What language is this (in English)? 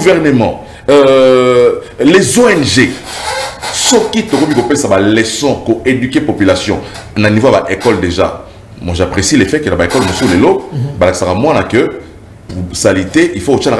French